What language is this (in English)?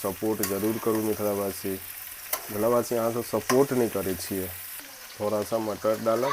Maithili